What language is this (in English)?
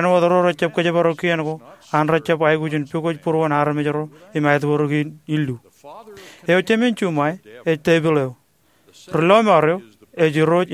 Marshallese